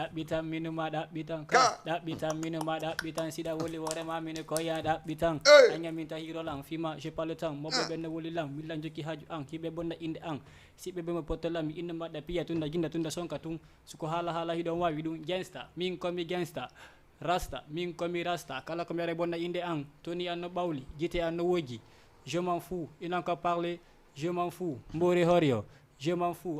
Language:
Fula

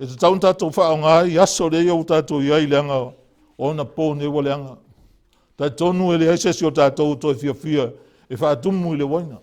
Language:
Samoan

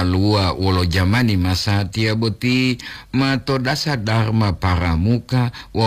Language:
Gorontalo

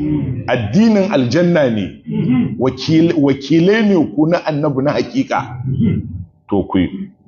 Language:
Hausa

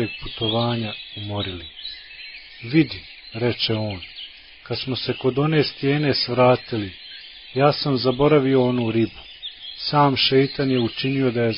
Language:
Bosnian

